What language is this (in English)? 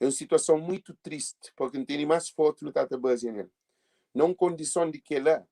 Kabuverdianu